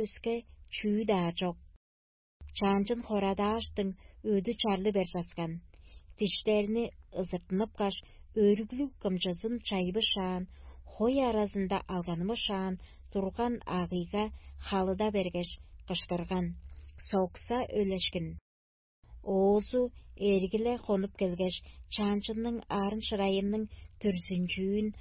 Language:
Tuvinian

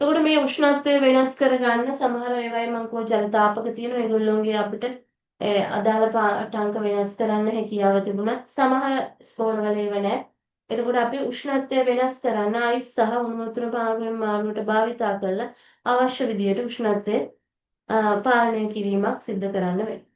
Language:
Sinhala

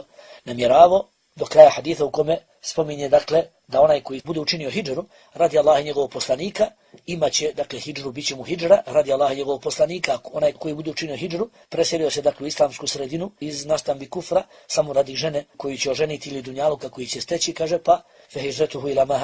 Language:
Bosnian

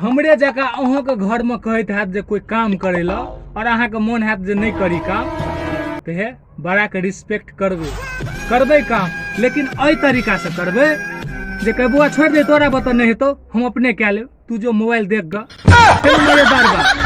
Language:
Maithili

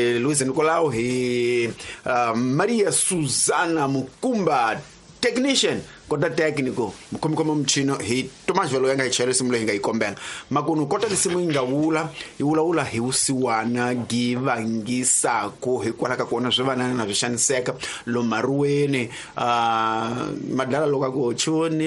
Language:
Tsonga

